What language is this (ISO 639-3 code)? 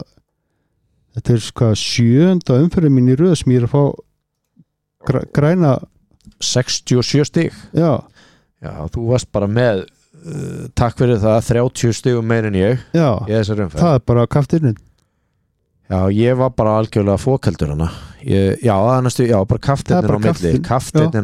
isl